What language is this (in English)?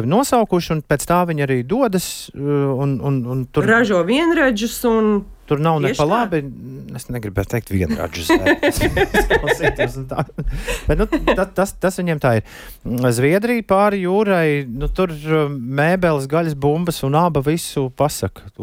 Latvian